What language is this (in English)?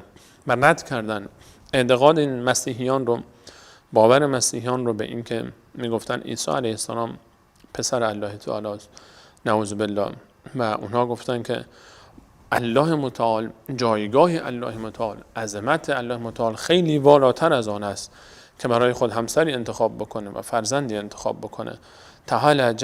Persian